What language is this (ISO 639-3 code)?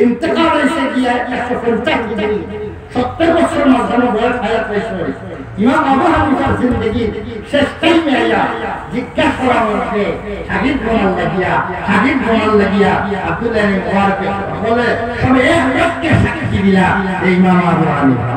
syl